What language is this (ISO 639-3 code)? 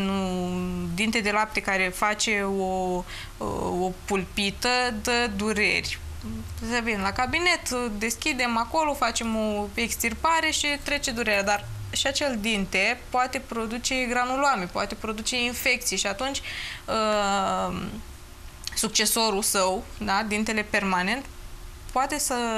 ron